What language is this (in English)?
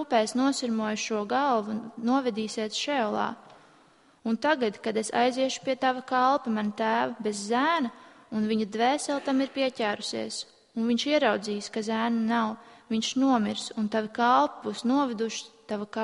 Latvian